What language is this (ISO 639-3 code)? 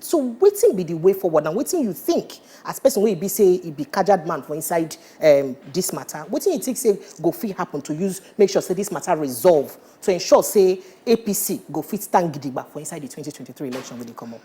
pcm